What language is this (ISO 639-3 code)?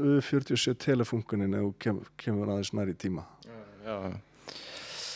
isl